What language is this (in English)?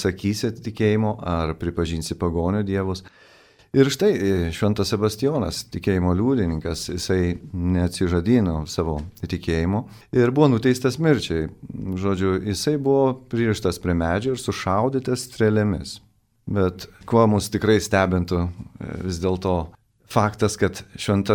Lithuanian